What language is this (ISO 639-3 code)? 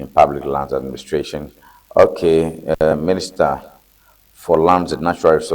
ewe